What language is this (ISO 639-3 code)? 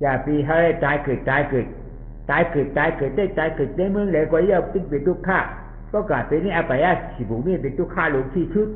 shn